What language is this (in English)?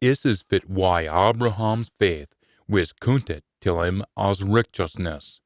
Scots